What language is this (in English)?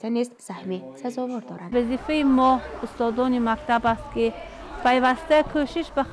Tajik